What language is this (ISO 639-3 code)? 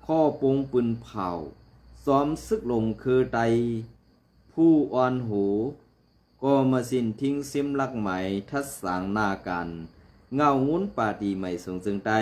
shn